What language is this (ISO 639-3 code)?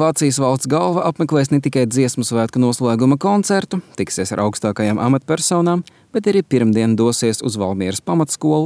lav